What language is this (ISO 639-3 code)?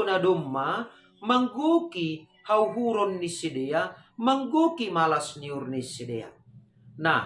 bts